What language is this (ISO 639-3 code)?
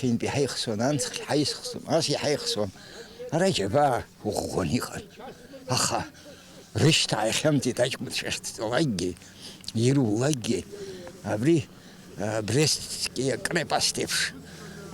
abk